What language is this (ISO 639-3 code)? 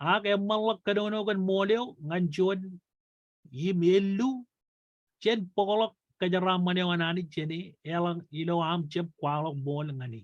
mah